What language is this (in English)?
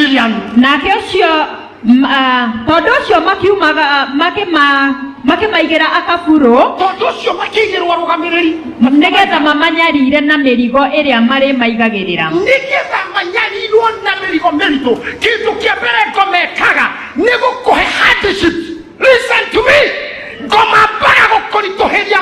Kikuyu